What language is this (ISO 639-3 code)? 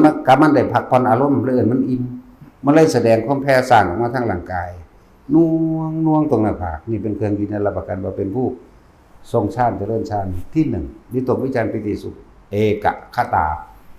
tts